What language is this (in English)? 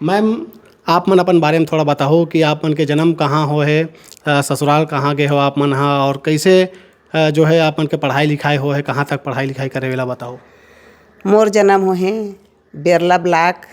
Chhattisgarhi